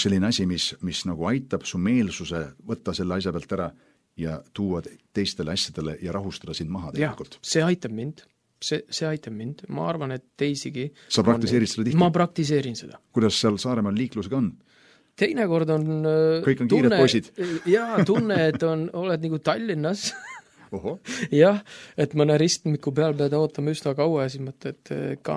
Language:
Estonian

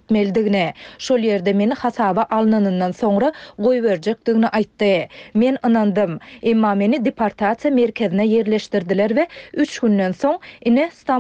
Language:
Turkmen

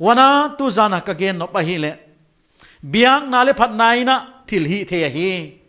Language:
Paite Chin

